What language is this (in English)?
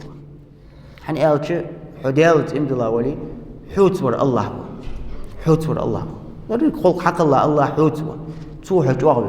Ingush